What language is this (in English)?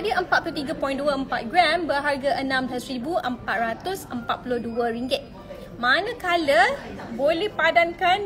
Malay